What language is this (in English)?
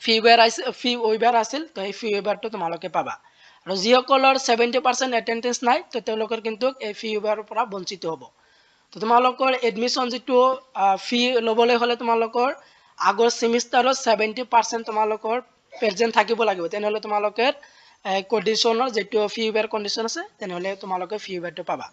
Assamese